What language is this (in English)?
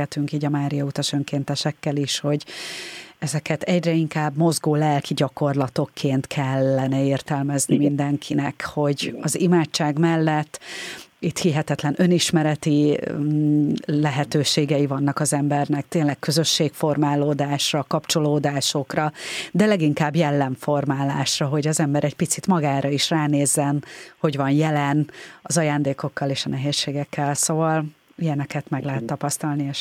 Hungarian